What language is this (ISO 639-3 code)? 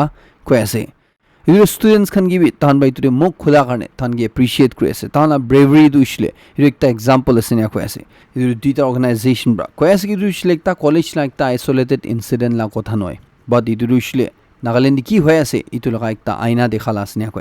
nag